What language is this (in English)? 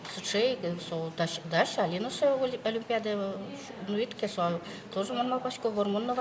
Udmurt